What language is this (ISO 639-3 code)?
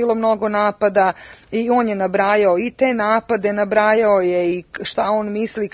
srp